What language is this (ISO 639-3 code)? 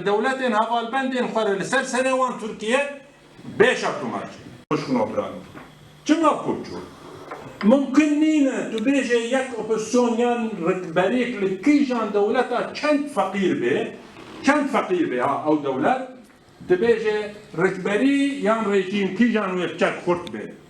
kur